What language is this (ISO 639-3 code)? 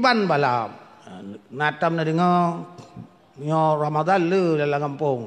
ace